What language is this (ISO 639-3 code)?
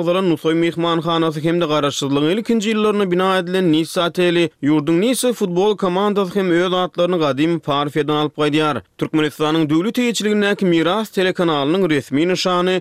tuk